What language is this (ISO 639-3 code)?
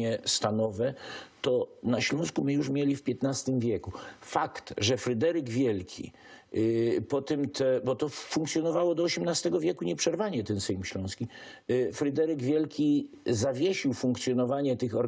szl